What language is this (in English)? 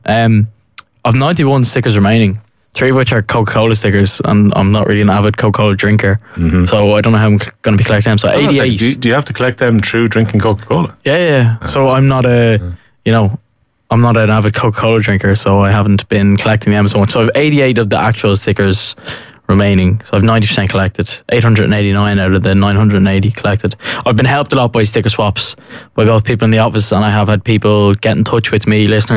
English